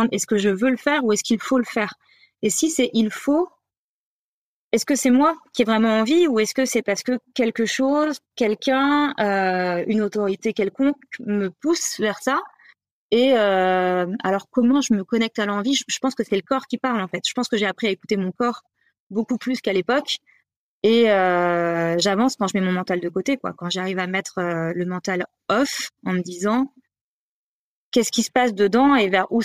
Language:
French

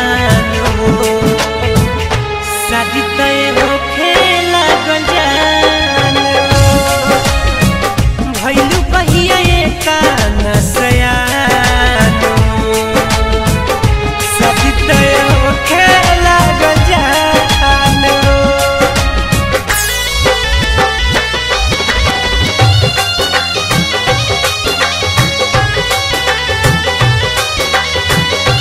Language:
Bhojpuri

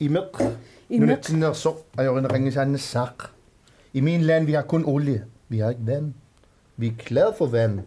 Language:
Kalaallisut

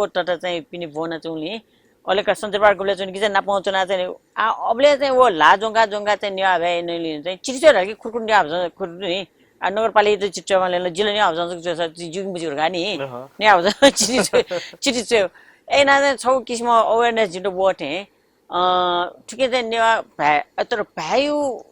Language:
Newari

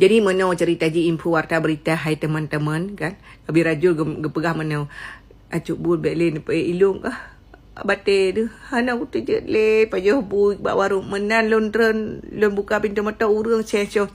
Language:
Achinese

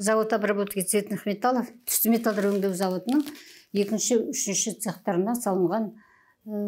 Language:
Kazakh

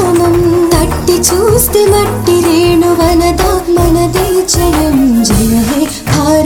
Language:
Telugu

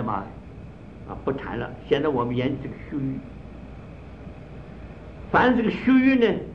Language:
Chinese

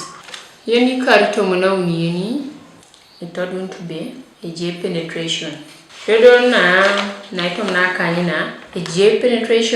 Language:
Teso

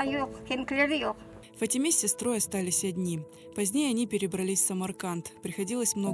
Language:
Crimean Tatar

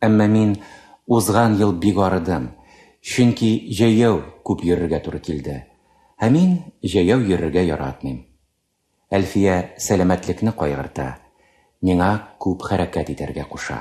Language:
Tatar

